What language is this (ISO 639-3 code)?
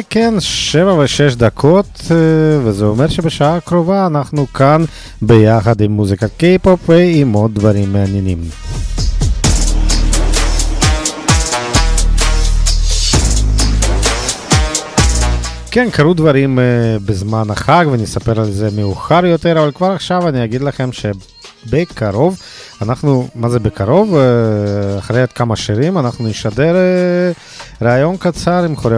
heb